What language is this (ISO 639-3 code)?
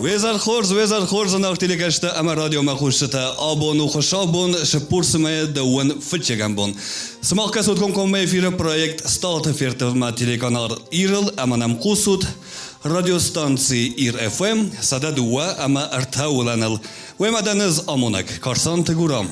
oss